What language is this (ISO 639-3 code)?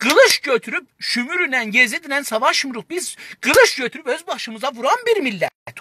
azb